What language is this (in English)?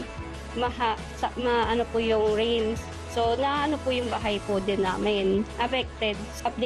Filipino